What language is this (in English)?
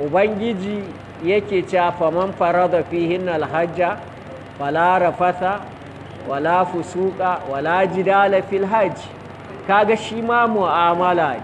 Hausa